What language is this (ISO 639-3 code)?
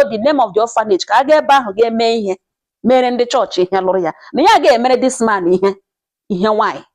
ibo